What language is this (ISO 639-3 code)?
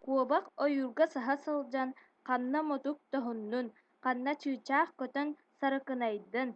sah